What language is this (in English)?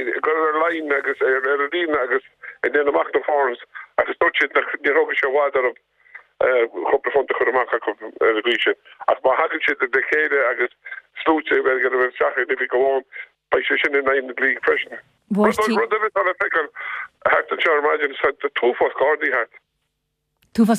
Irish